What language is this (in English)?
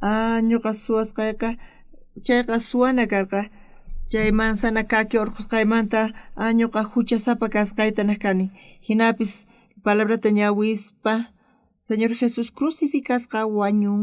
South Bolivian Quechua